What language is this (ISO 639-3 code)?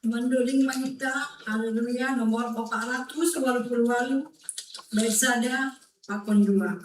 bts